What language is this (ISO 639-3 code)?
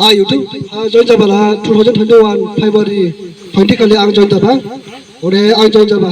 dis